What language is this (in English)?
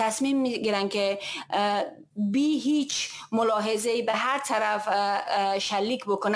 Persian